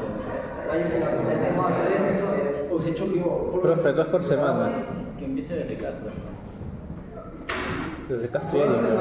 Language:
Spanish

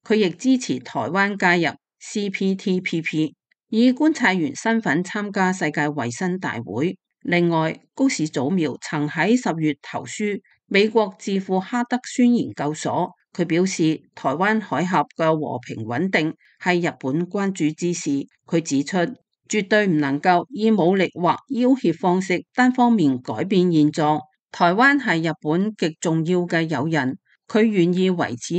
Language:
Cantonese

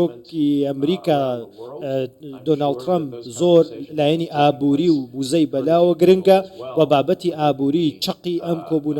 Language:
Central Kurdish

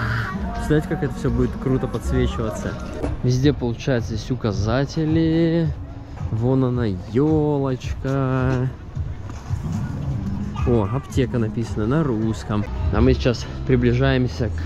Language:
Russian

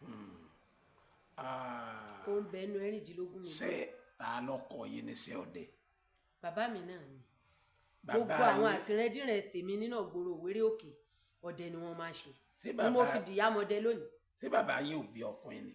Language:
Yoruba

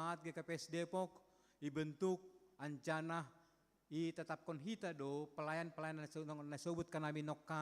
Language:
Batak Simalungun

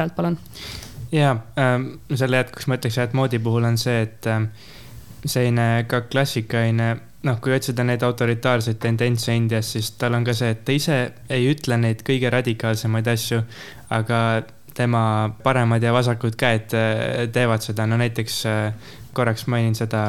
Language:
Estonian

